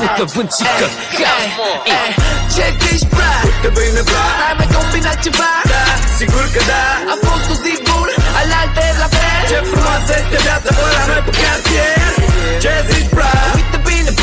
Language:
Romanian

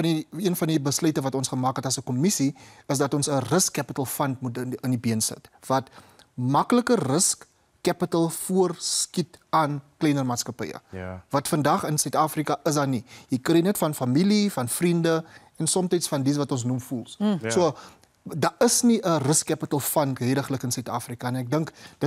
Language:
Afrikaans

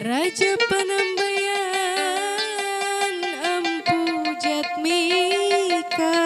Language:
Banjar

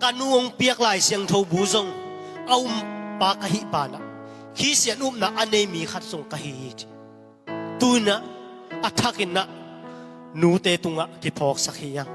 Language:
Tedim Chin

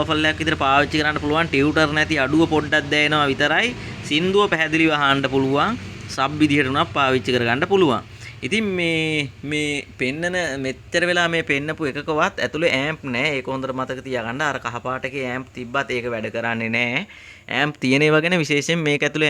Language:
Sinhala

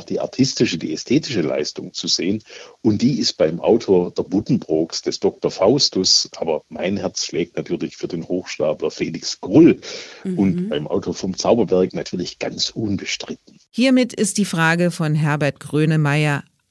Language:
German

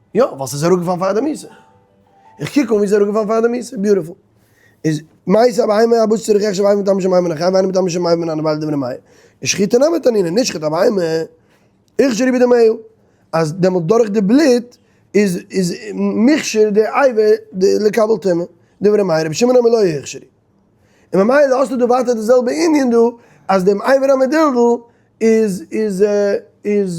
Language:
Yiddish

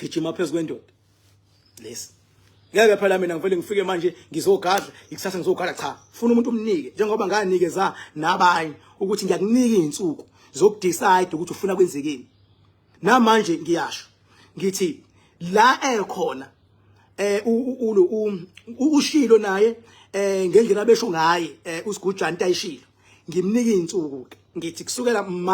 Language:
Zulu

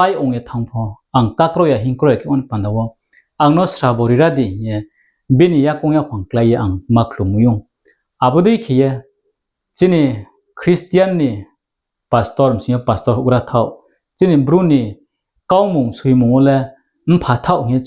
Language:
Riang (India)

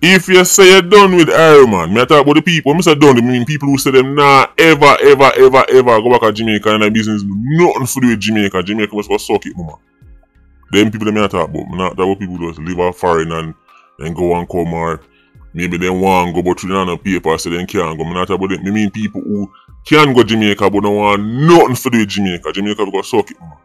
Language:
Jamaican Creole English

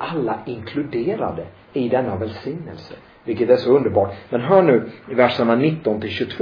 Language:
Swedish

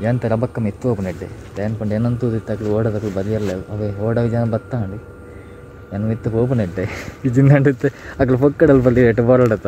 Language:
Tulu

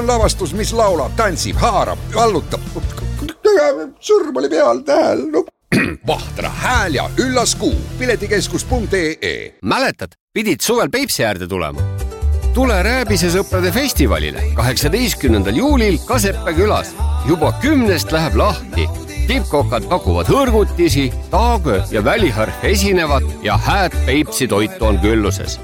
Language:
Estonian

